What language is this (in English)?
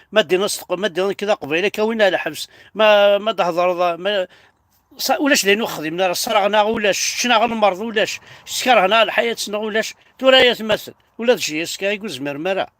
Kabyle